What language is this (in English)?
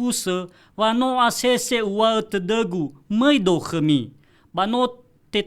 Nias